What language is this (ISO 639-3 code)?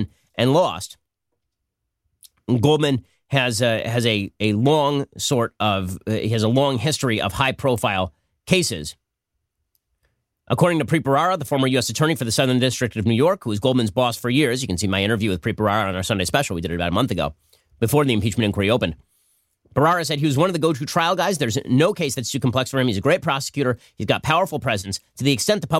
eng